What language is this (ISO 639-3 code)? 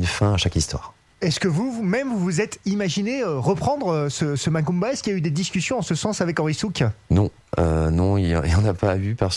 fra